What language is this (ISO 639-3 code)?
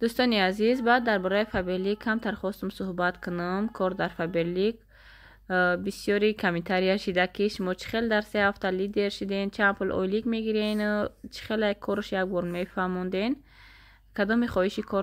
tgk